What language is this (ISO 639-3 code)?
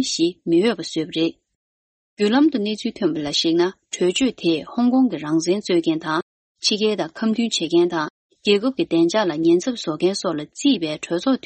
bod